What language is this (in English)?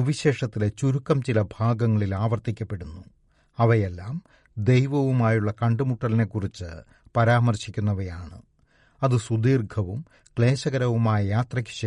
Malayalam